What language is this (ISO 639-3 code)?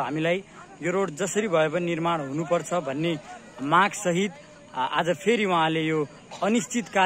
nep